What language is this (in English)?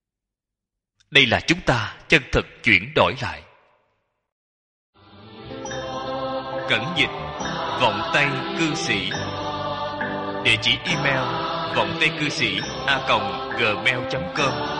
Vietnamese